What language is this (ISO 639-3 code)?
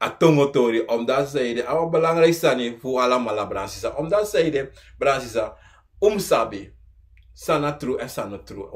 srn